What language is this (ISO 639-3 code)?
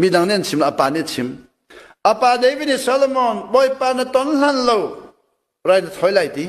cnh